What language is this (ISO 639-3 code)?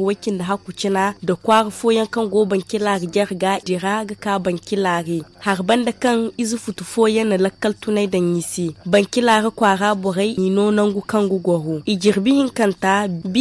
dje